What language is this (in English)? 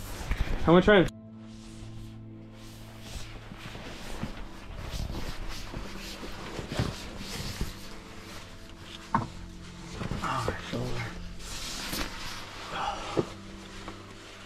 English